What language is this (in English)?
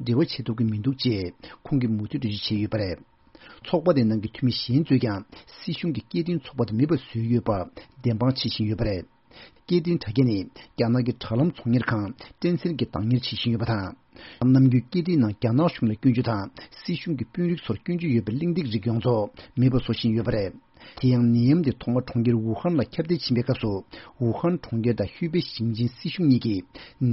Tibetan